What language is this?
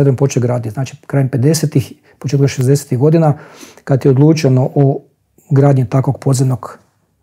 Croatian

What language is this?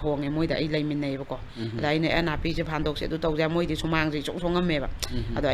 Manipuri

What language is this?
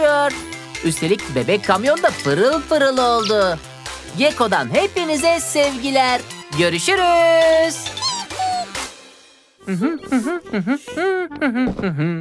Turkish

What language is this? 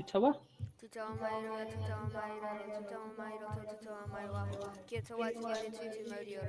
Māori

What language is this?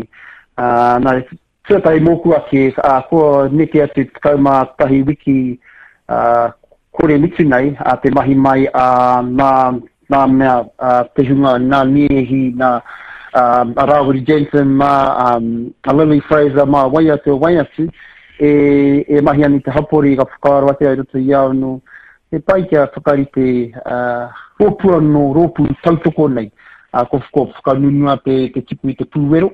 Māori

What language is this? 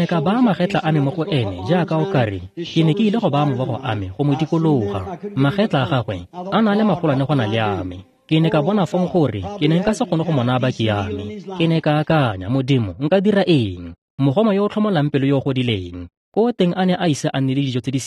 Tswana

